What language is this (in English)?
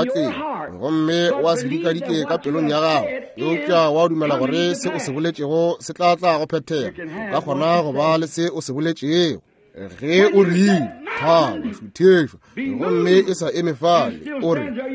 Northern Sotho